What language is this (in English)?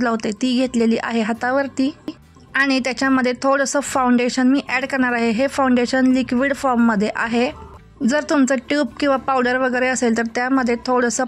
Marathi